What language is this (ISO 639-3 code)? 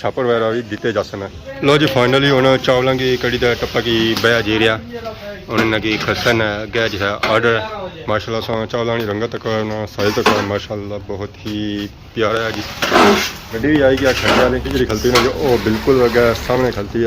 phr